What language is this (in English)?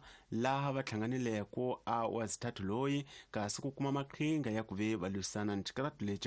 Tsonga